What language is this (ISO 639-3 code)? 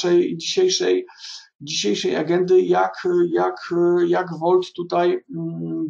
pol